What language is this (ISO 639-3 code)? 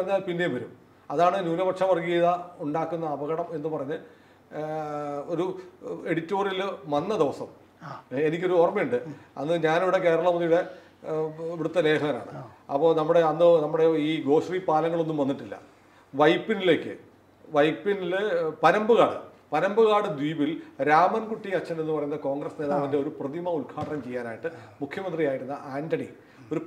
mal